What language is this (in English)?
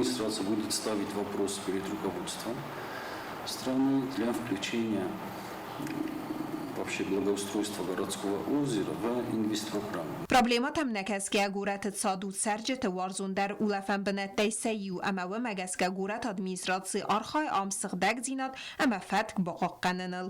Ossetic